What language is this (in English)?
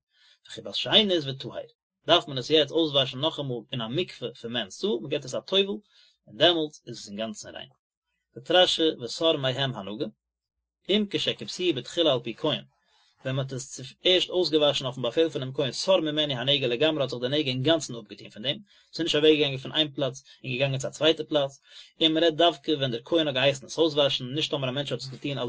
Yiddish